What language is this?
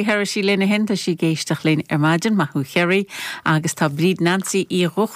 Irish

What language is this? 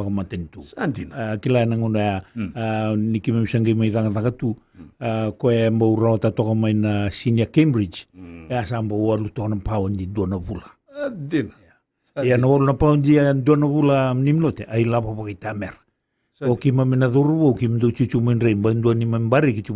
Fijian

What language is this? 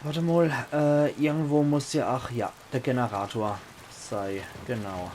Palatine German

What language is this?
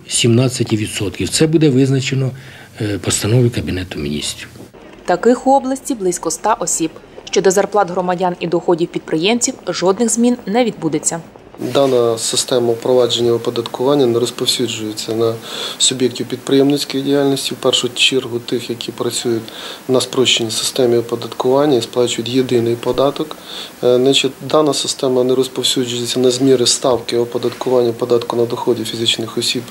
Ukrainian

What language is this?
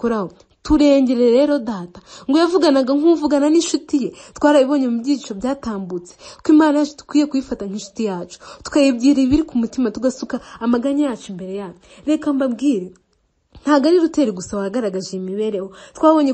Kinyarwanda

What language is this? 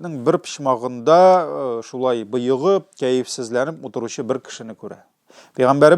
Tatar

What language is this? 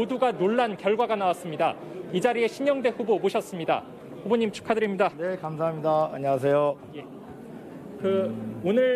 Korean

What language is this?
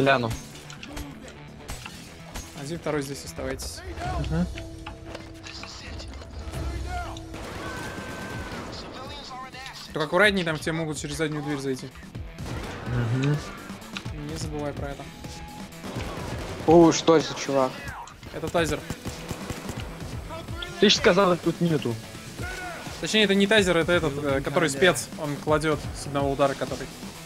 Russian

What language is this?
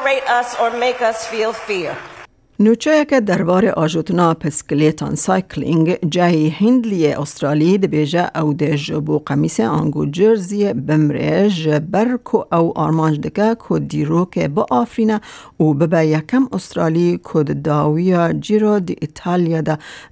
Kurdish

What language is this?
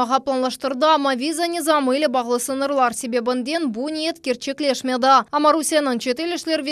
Crimean Tatar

